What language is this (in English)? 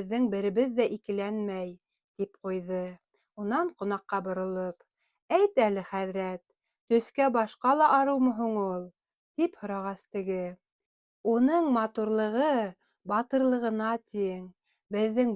Bashkir